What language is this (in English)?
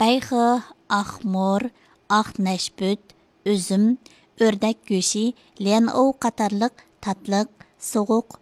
Uyghur